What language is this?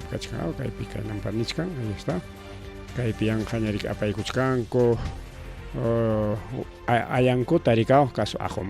Ayacucho Quechua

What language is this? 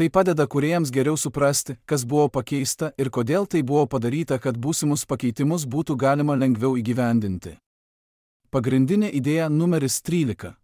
Lithuanian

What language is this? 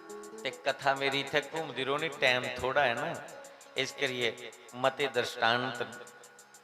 Dogri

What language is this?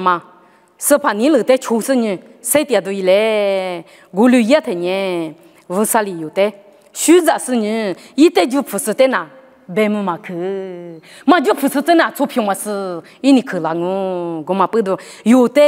Lisu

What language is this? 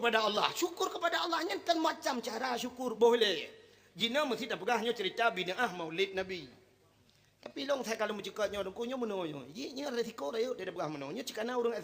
Achinese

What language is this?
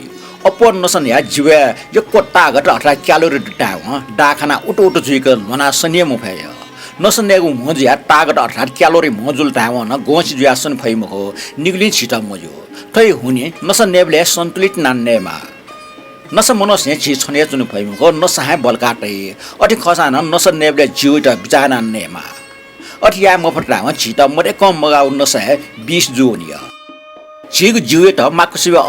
Newari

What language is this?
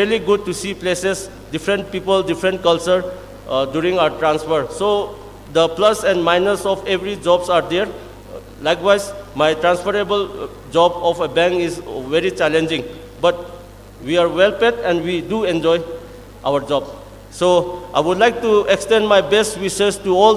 Tangkhul Naga (India)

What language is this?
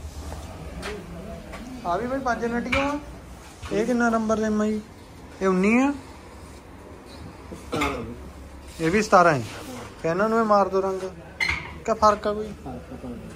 Punjabi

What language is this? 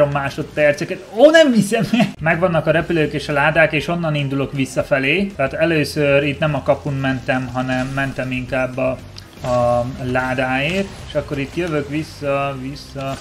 Hungarian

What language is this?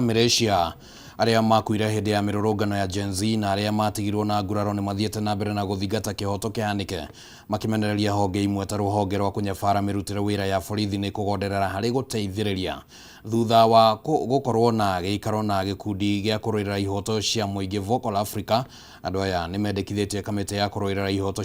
Kikuyu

